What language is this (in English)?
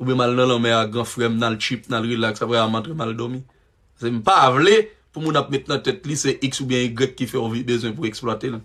Haitian Creole